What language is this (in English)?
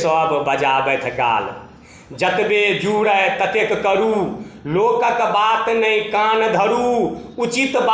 Maithili